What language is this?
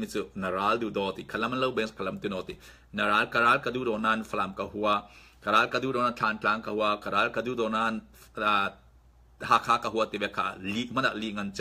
Falam Chin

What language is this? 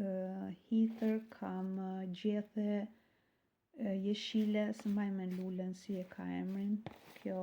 Albanian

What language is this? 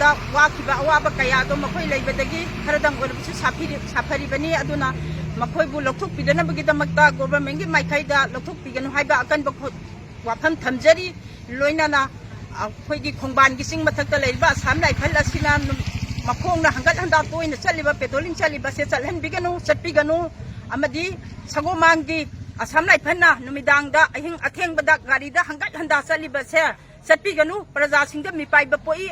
Manipuri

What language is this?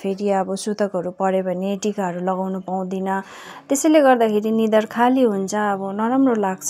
Nepali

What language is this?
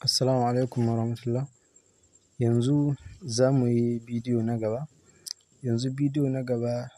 Hausa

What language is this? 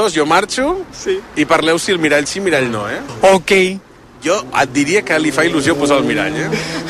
Catalan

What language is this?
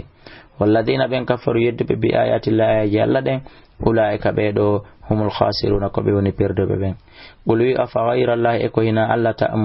Fula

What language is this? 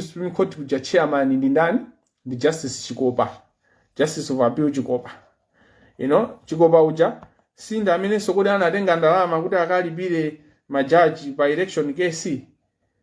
Nyanja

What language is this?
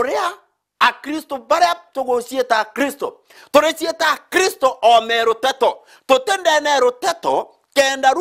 Meru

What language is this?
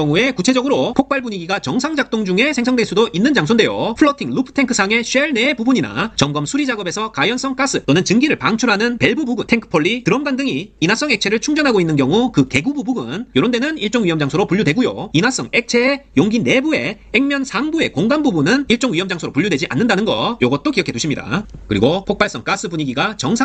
Korean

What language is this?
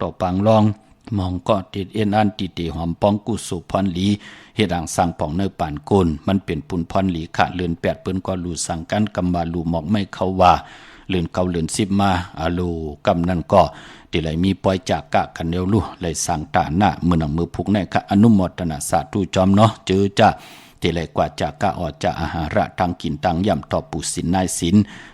Shan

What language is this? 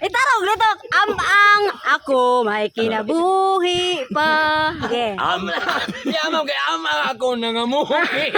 Cebuano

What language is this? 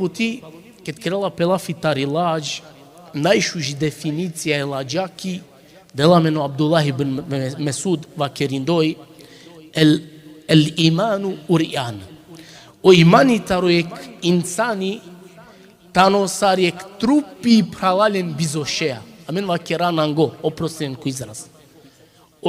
Balkan Romani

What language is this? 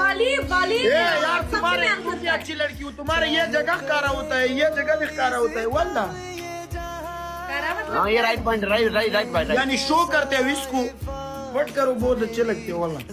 Hindi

